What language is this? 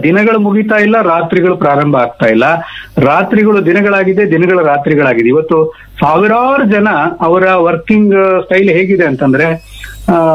Kannada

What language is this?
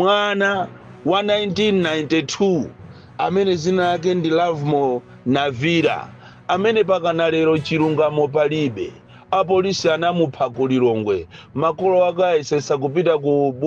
Nyanja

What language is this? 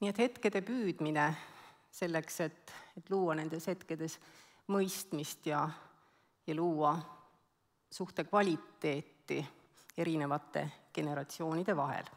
Estonian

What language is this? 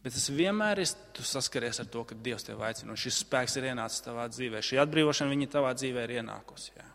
Latvian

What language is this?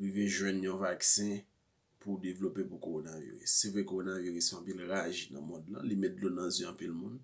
Haitian Creole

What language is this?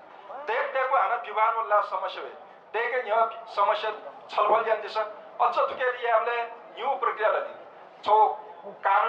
Newari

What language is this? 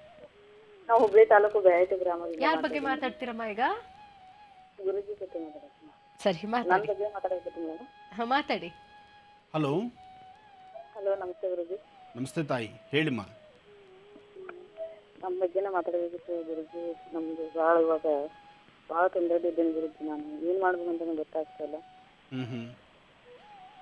Kannada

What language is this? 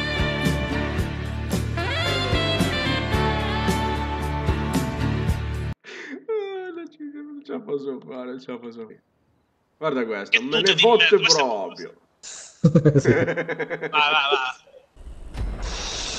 Italian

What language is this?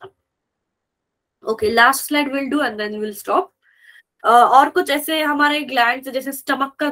Hindi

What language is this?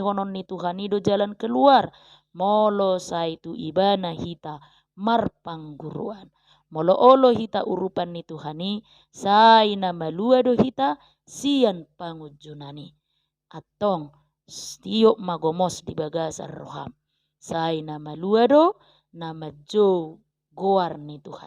Batak Toba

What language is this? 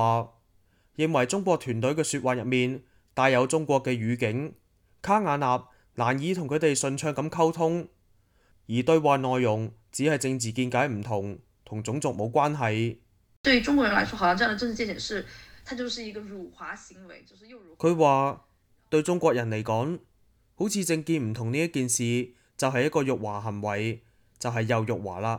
Cantonese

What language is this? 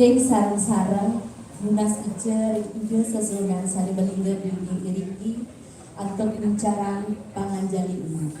Balinese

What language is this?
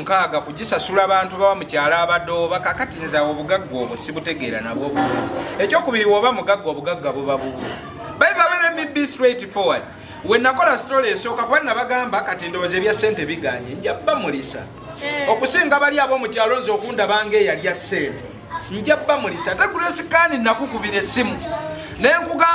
Ganda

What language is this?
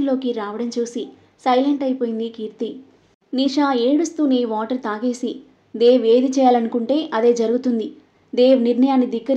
Telugu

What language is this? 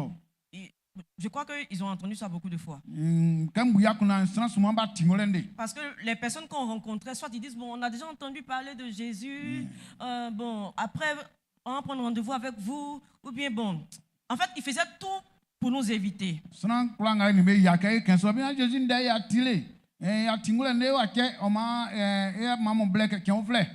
Baoulé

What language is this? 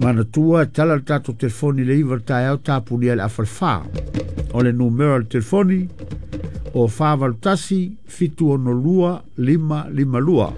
Samoan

